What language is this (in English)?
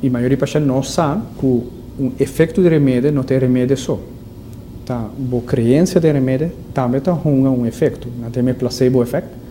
Papiamento